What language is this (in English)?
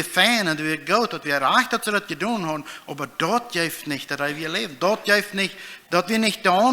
Plautdietsch